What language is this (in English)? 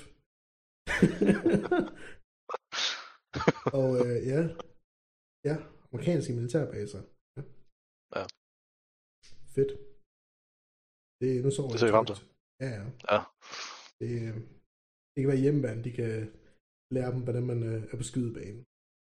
Danish